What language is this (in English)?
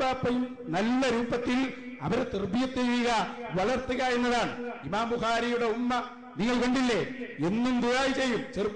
Malayalam